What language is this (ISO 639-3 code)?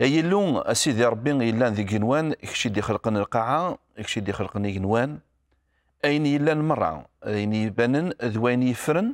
kab